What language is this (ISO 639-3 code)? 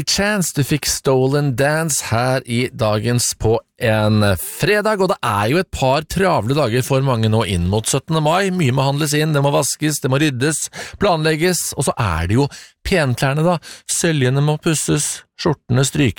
nor